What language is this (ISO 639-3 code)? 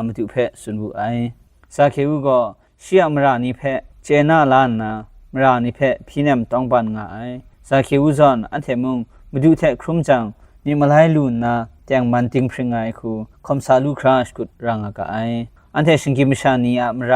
kac